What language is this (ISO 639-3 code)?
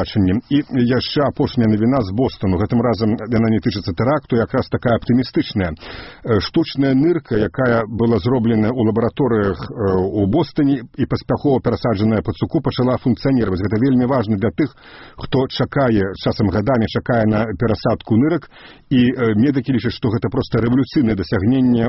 bel